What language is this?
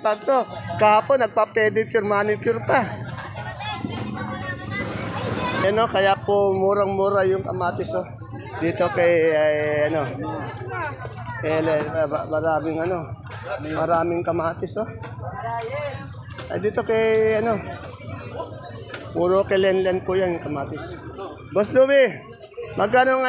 Filipino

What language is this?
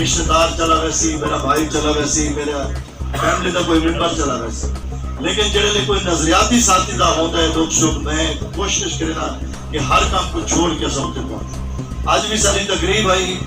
Saraiki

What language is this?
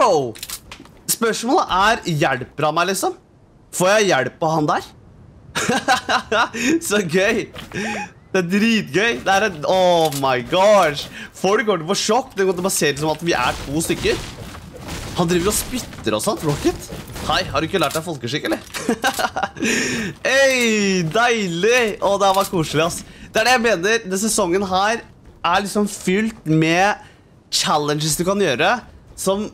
Norwegian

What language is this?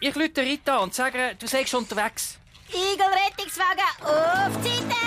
Swiss German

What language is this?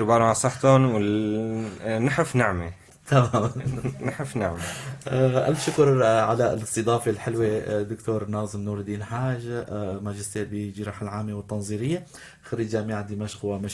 North Levantine Arabic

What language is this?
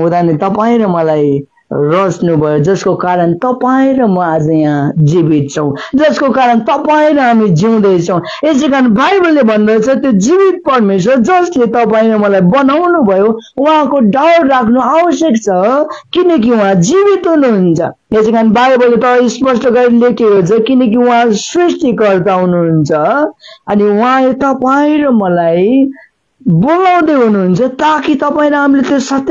Nepali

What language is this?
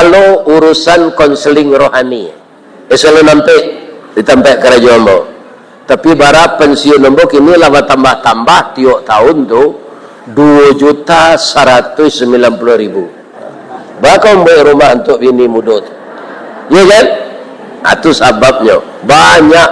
Minangkabau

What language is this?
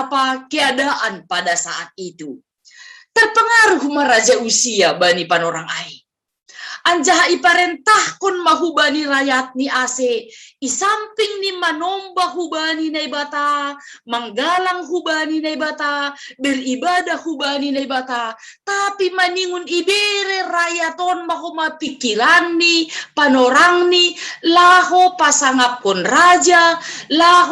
Batak Simalungun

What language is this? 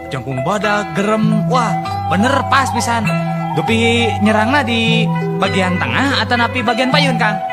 Sundanese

